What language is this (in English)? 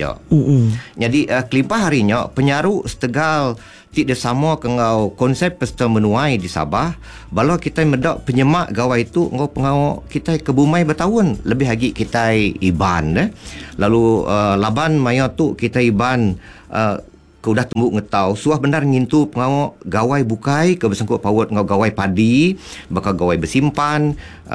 Iban